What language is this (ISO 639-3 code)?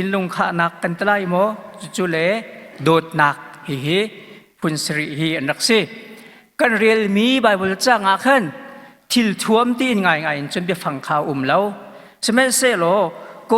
cnh